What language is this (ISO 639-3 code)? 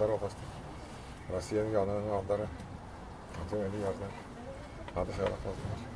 tyv